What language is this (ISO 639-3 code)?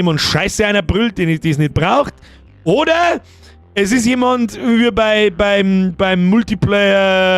bar